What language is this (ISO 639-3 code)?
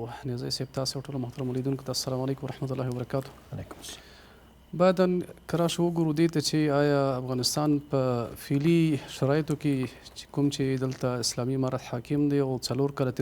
pus